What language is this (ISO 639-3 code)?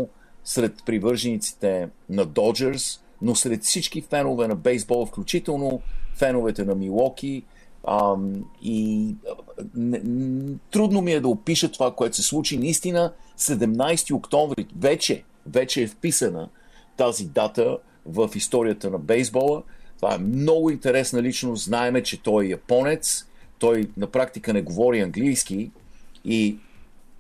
bul